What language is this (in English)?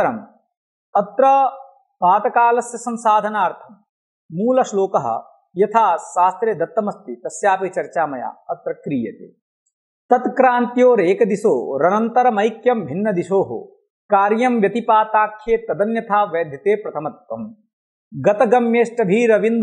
Sanskrit